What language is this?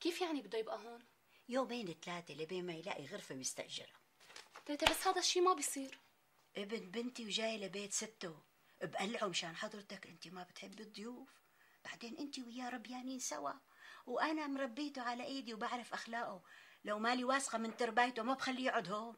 North Levantine Arabic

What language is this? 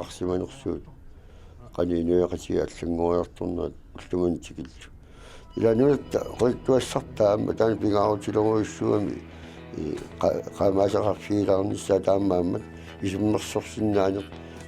Kalaallisut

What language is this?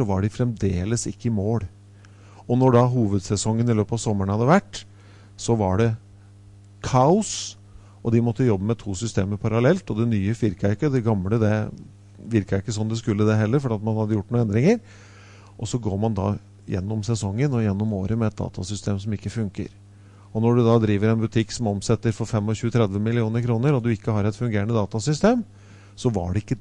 Norwegian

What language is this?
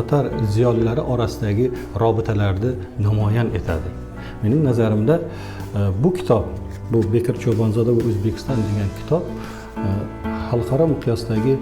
Crimean Tatar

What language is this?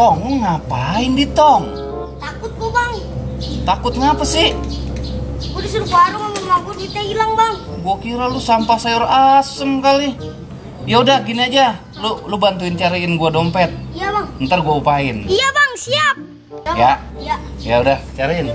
Betawi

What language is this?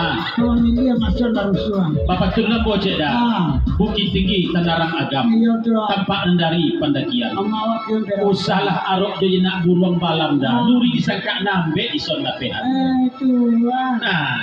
Minangkabau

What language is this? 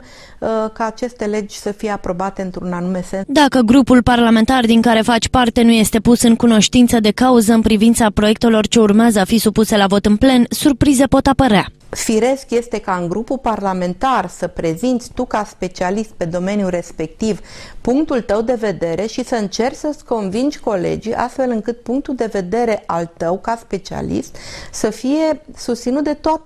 Romanian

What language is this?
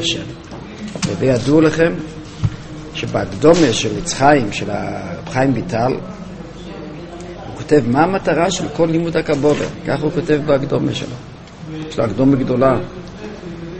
Hebrew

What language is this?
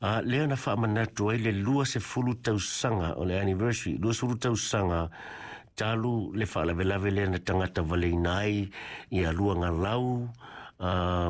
Samoan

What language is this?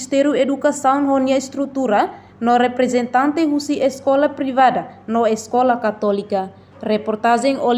Tetum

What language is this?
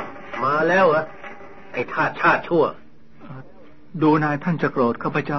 Thai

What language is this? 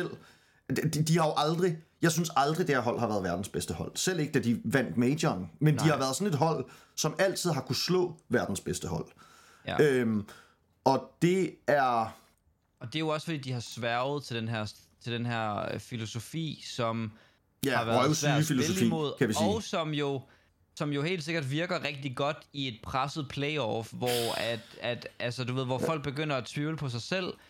Danish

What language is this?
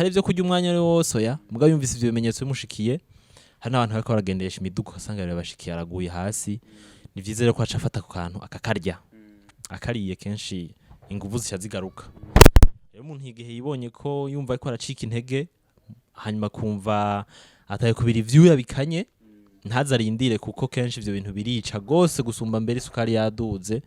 Rundi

